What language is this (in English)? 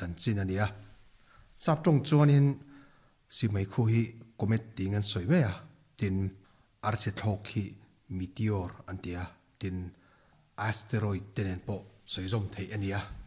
Mizo